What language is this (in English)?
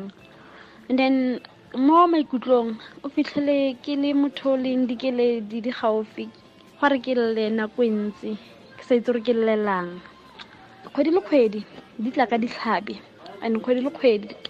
Tswana